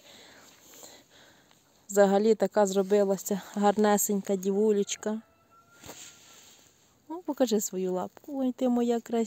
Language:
Ukrainian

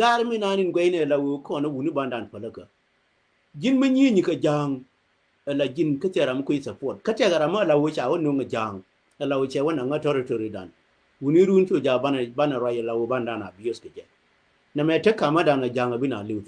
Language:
Nuer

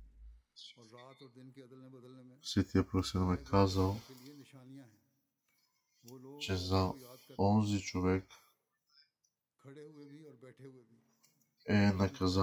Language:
Bulgarian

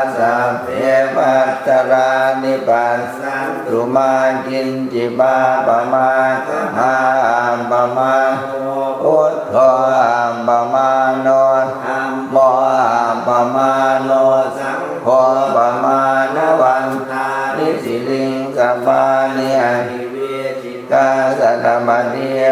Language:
Pali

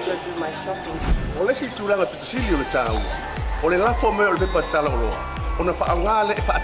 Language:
Samoan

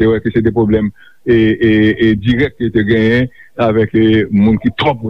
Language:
Haitian Creole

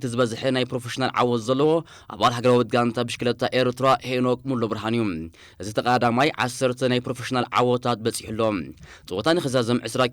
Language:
Tigrinya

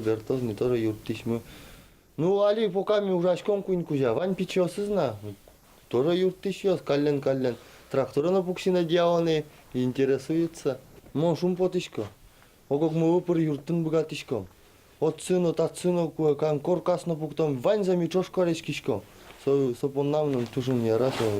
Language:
Udmurt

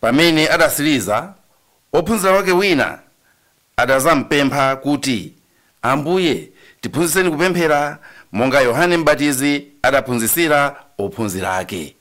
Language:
Nyanja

